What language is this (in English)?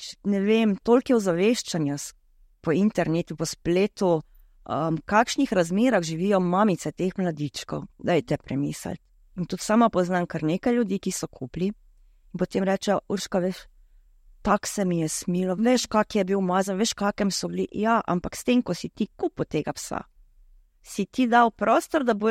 Slovenian